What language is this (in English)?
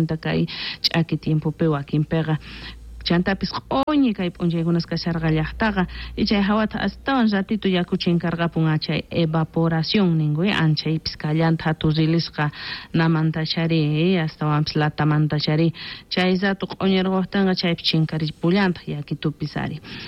South Bolivian Quechua